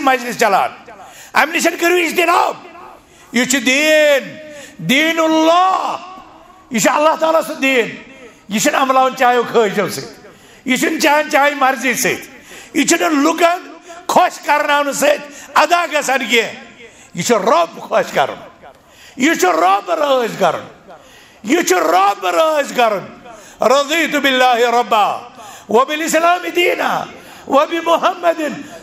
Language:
Kashmiri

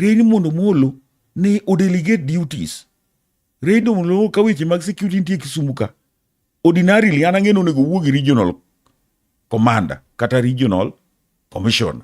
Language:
Luo (Kenya and Tanzania)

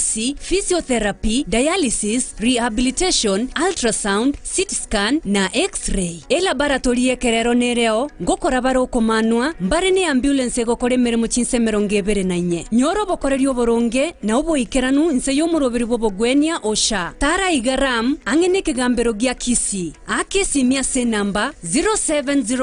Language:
Gusii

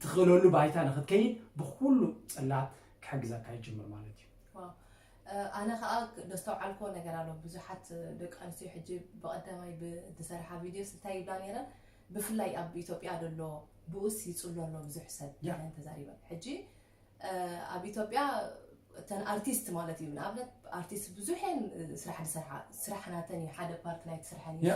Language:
Tigrinya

